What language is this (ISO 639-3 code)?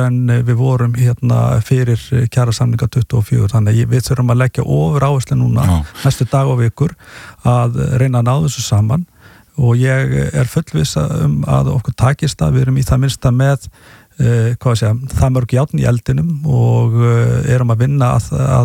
isl